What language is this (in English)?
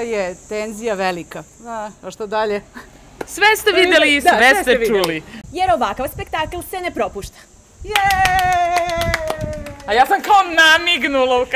Serbian